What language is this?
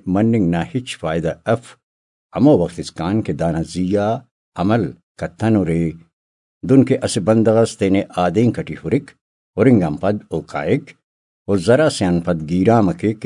Brahui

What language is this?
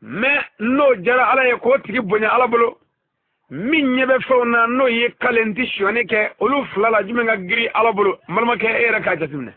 Bambara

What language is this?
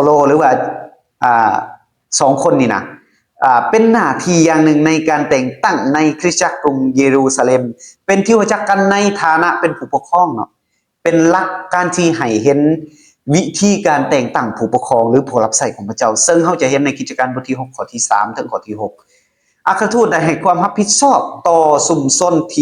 Lao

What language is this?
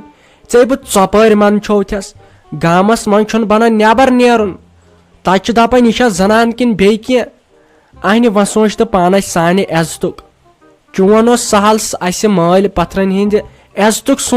Kashmiri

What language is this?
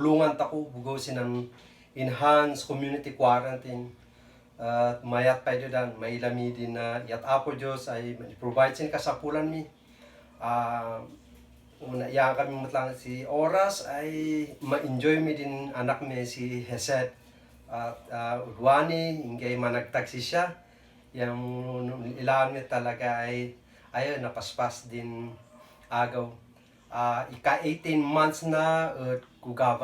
Kankanaey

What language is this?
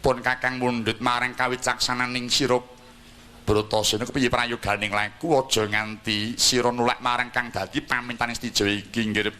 Javanese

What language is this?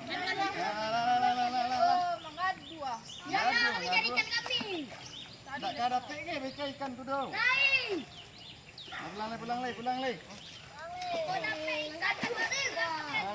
Minangkabau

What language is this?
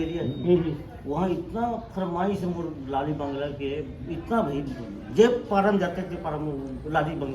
Chhattisgarhi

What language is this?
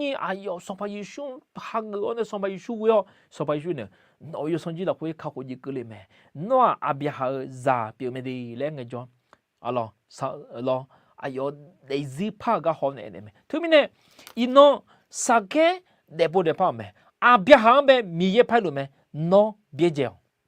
Akha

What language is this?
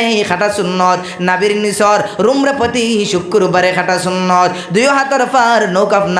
Sylheti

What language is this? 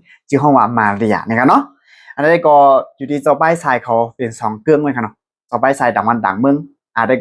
Shan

